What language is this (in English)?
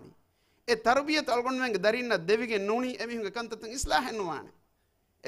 Divehi